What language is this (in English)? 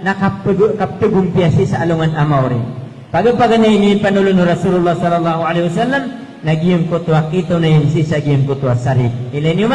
Maranao